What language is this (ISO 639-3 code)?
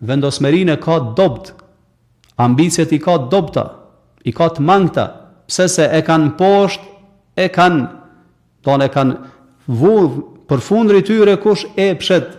sqi